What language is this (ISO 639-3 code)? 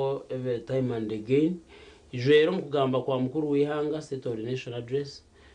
nyn